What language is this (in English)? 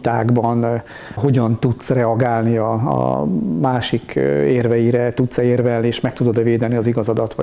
Hungarian